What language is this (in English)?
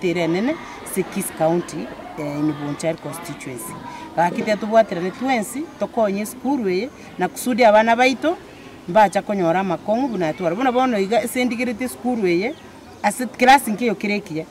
Gusii